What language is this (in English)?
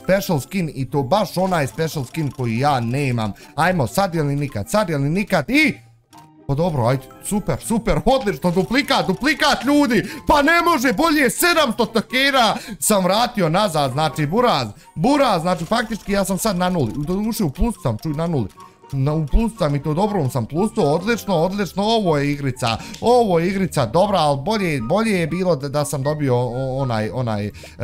Bosnian